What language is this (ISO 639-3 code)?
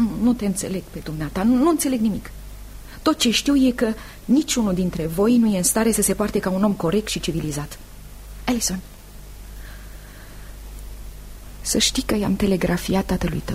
ron